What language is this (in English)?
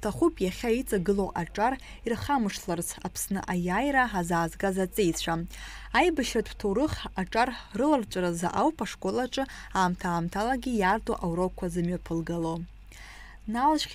Abkhazian